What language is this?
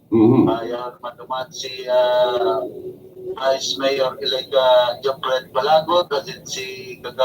Bikol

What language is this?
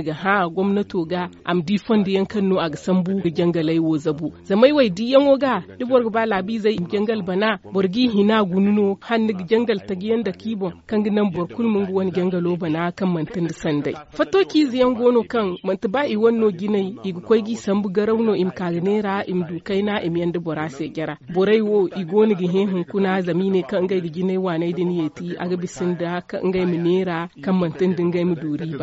Zarma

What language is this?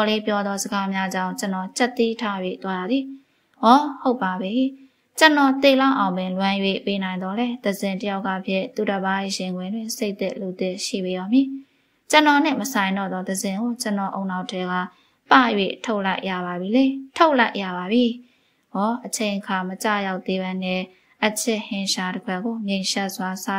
Burmese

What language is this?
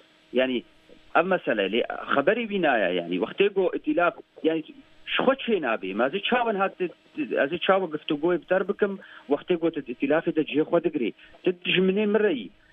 Kurdish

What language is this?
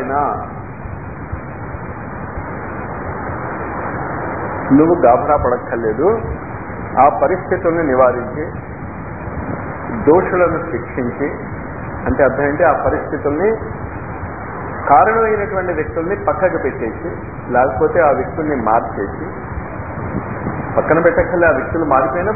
Telugu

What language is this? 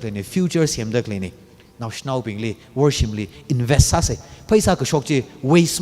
Tangkhul Naga (India)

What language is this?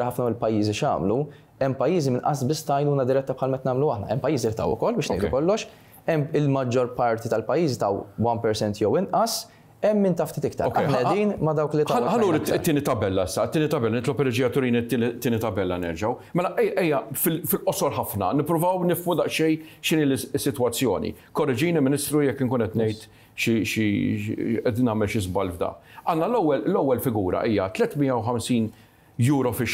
Maltese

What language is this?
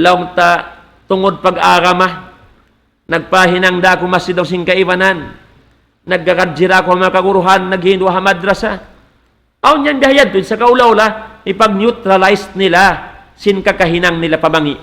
Tausug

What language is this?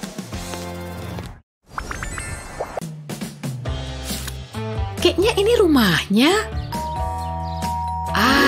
Indonesian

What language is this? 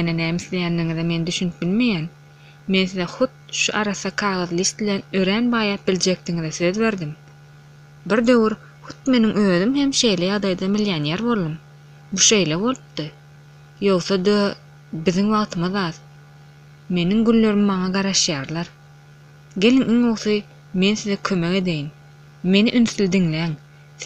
Turkmen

